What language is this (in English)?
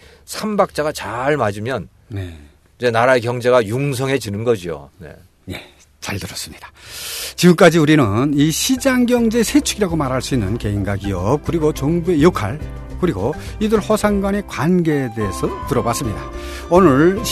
Korean